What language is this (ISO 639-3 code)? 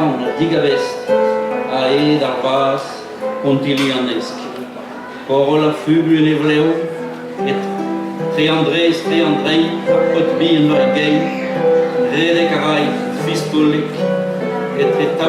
bre